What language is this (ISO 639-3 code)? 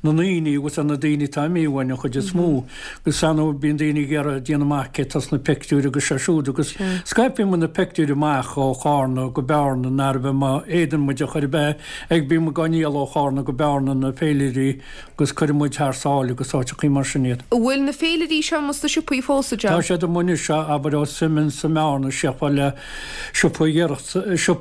gle